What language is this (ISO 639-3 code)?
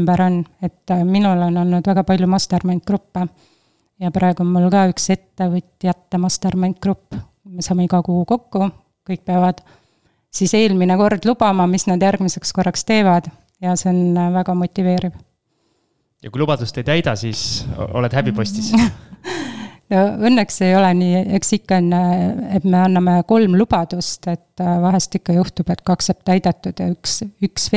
est